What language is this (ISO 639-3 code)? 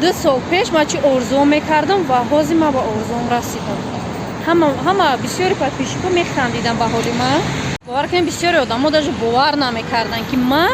tgk